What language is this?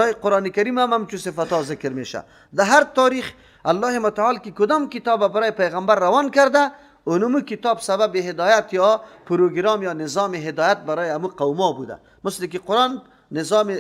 Persian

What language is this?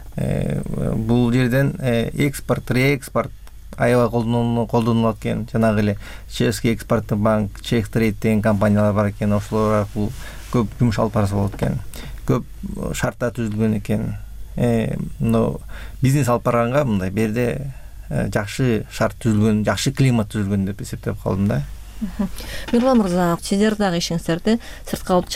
Kyrgyz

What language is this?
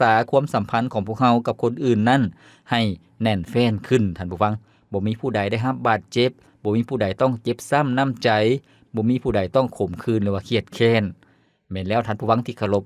Lao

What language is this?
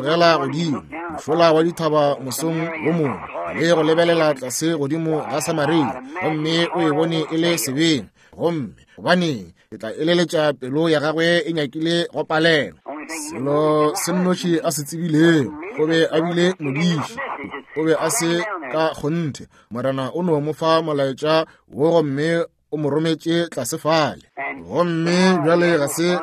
Northern Sotho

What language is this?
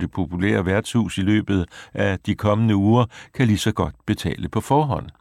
Danish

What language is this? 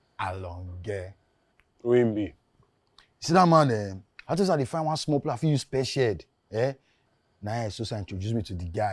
Nigerian Pidgin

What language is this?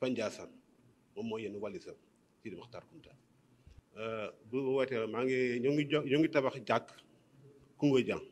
Wolof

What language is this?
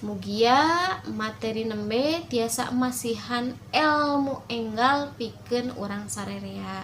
Sundanese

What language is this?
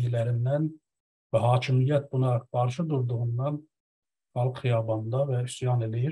South Azerbaijani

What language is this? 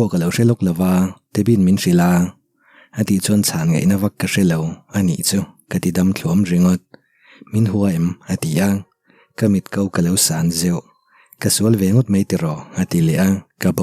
Mizo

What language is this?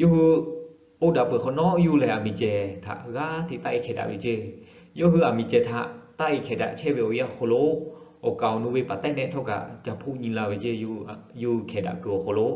Lahu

